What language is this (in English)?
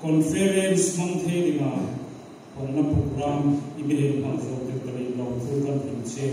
Hmar